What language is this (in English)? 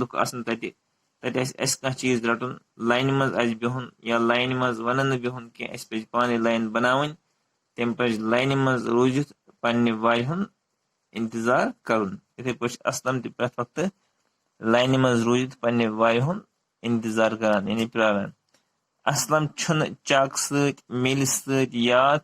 Kashmiri